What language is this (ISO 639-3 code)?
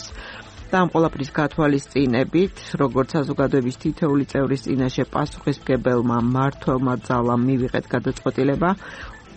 kat